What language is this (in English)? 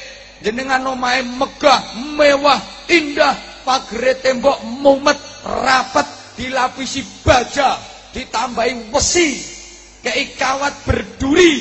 Javanese